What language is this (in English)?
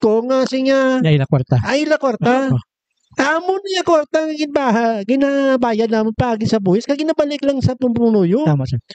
Hiligaynon